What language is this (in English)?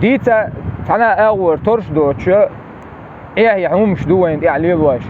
Chechen